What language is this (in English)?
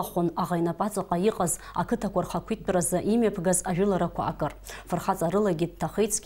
Abkhazian